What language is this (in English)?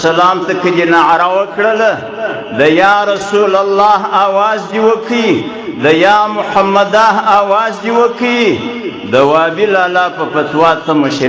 Pashto